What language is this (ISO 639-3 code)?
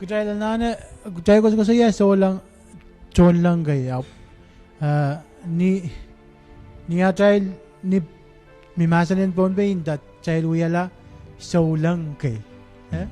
pon